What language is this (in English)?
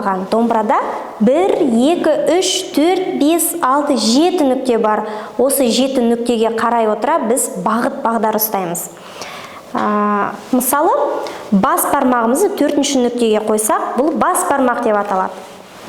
Kazakh